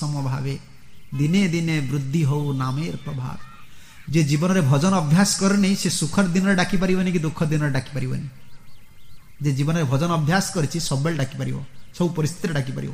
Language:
Odia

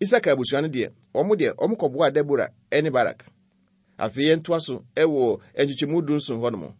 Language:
Akan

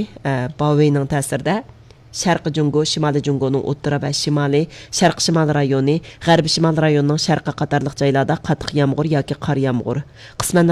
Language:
Uyghur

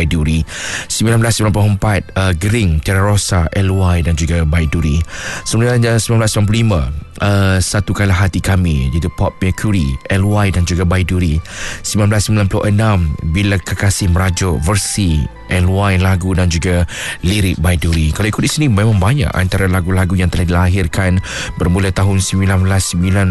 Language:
Malay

